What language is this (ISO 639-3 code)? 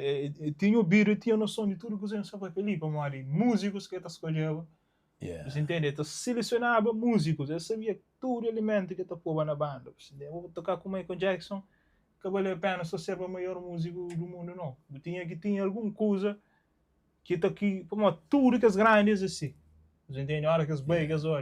kea